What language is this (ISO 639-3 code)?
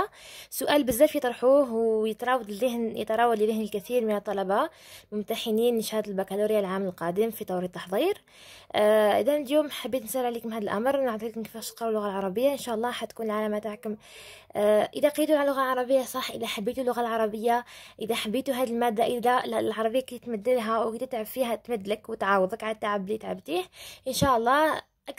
arq